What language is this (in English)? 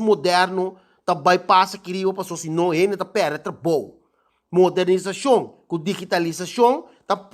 Papiamento